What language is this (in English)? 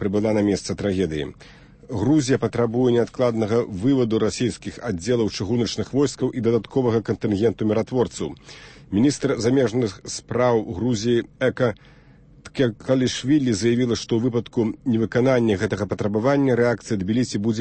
Belarusian